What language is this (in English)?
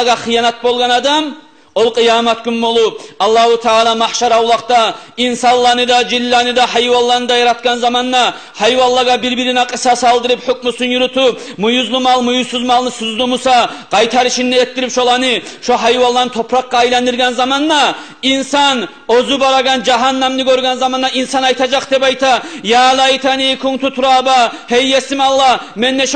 Kumyk